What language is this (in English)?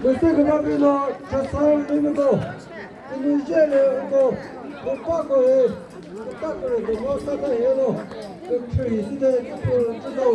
Chokri Naga